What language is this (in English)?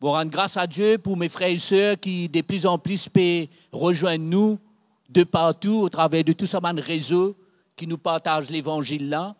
Morisyen